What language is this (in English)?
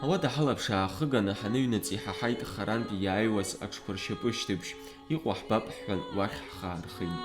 Abkhazian